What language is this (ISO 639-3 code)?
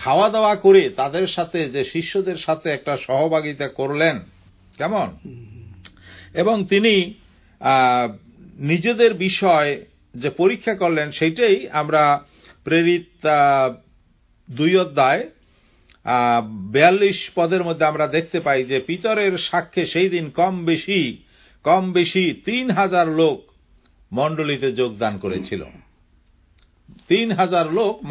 ben